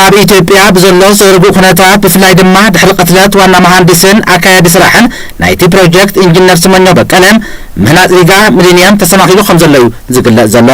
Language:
Tigrinya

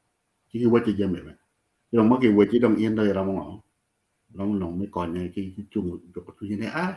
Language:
Acoli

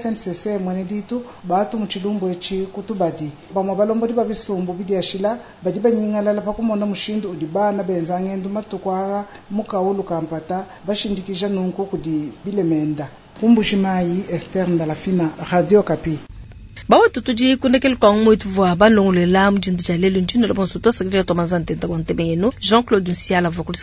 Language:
Luba-Lulua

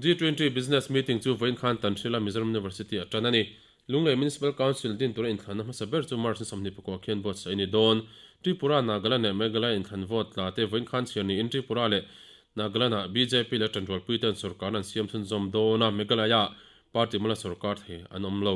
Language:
Mizo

